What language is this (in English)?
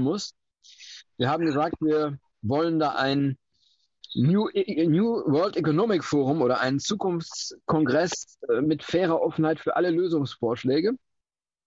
German